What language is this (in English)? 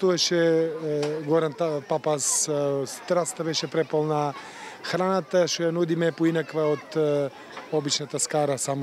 Macedonian